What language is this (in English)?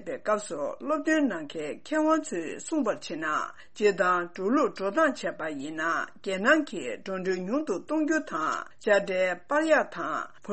Tibetan